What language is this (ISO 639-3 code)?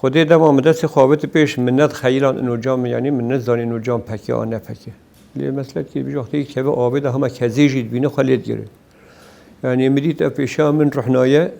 kur